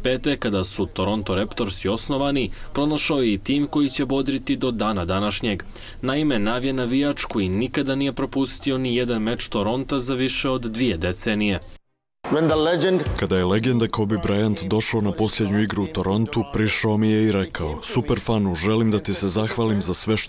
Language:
Bosnian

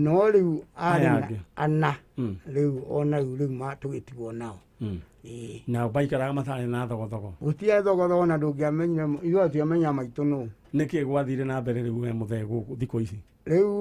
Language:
Kikuyu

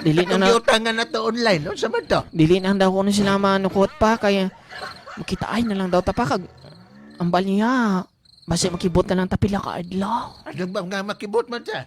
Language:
Cebuano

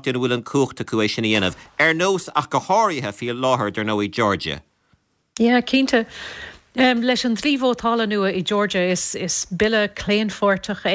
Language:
Irish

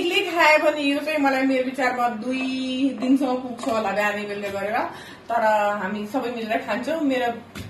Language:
Nepali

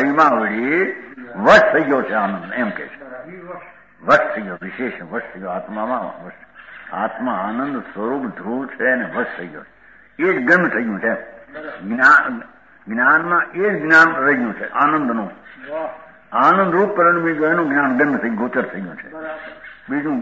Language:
Gujarati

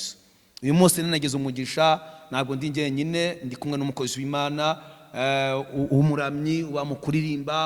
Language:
Kinyarwanda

